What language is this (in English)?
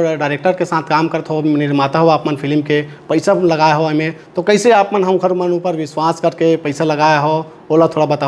Chhattisgarhi